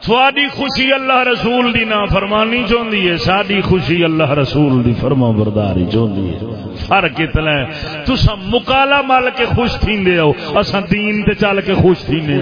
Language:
Saraiki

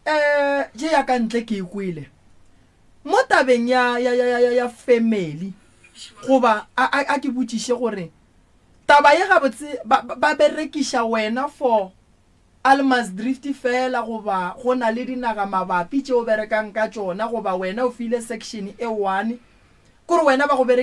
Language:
Northern Sotho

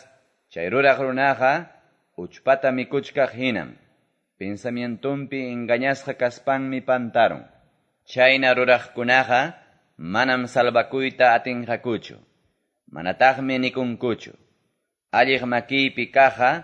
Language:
Quechua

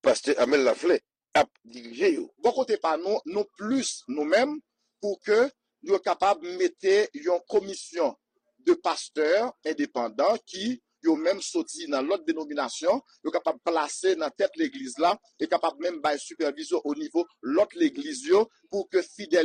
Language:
Haitian Creole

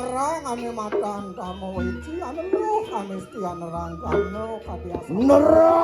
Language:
Balinese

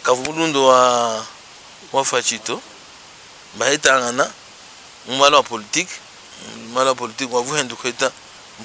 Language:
Luba-Lulua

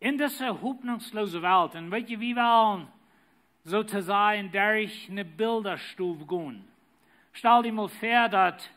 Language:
Plautdietsch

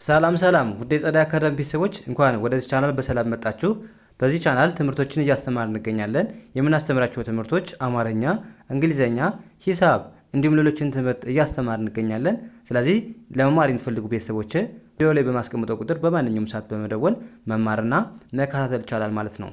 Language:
Amharic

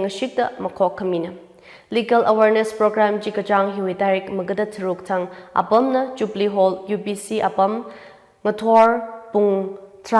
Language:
Tangkhul Naga (India)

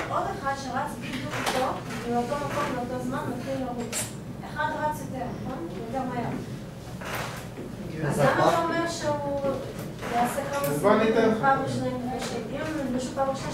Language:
Hebrew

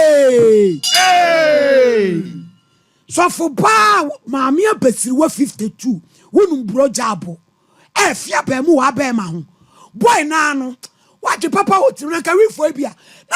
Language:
Akan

